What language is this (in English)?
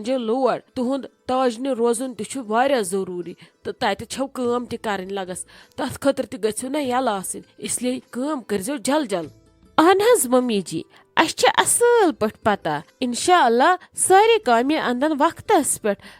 Kashmiri